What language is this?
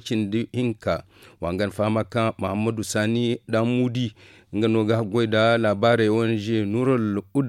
Zarma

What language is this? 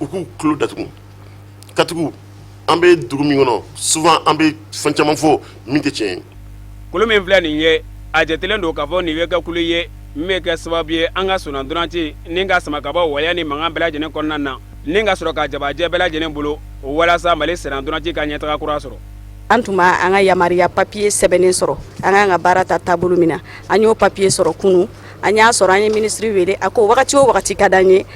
Bambara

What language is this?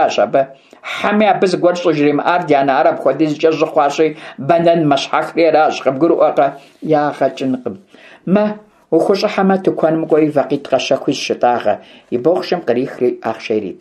Kabardian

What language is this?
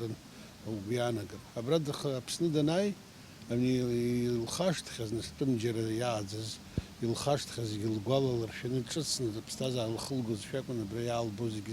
Abkhazian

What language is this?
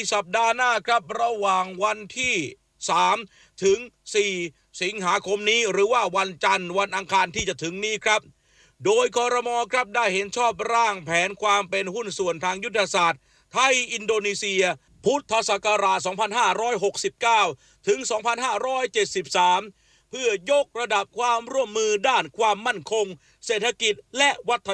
Thai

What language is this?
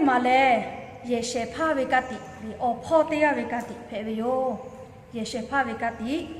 Lahu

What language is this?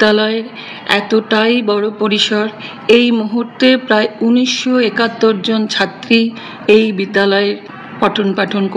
Bangla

